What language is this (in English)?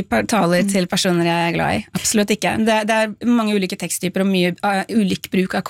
Norwegian